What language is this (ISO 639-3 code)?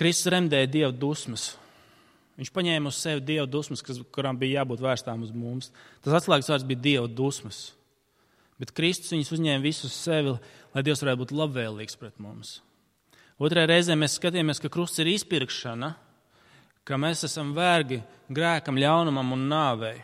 lav